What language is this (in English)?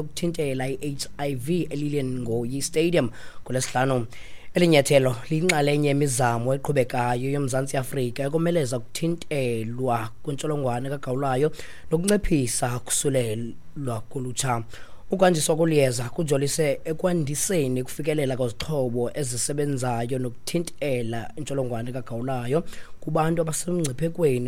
Xhosa